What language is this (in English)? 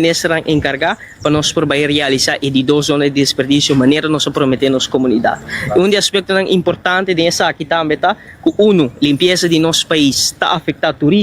Papiamento